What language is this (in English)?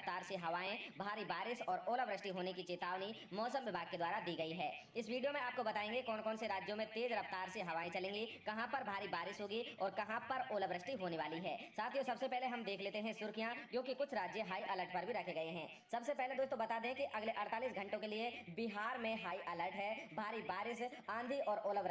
Hindi